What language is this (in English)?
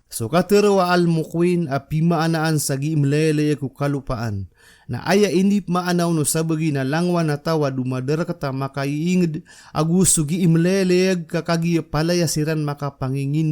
Maranao